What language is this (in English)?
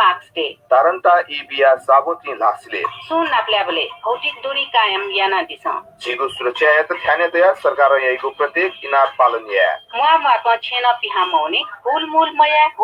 Newari